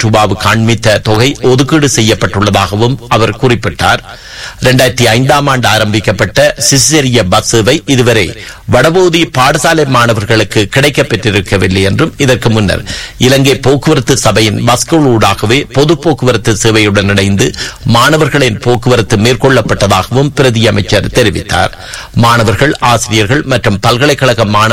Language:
Tamil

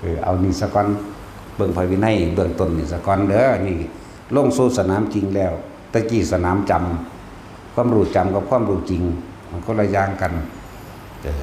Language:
Northeastern Thai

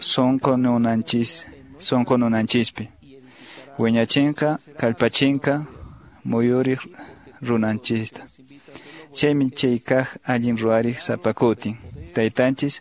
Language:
Quechua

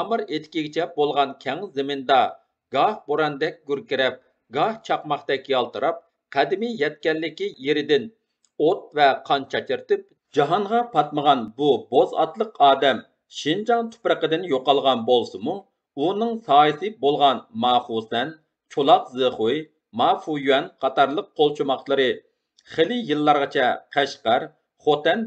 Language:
Uyghur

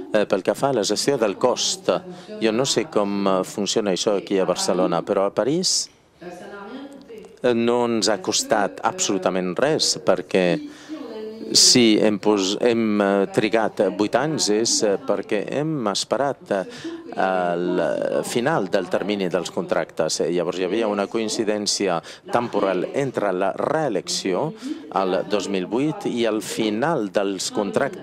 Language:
Catalan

